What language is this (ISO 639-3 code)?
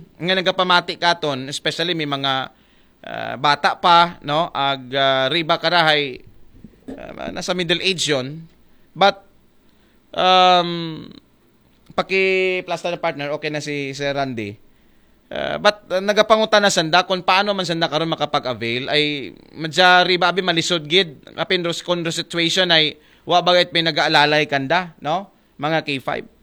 akl